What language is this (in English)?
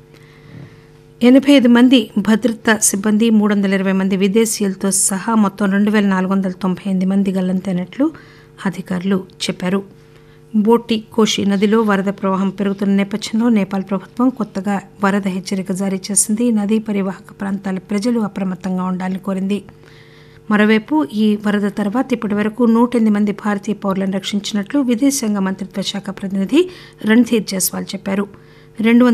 Telugu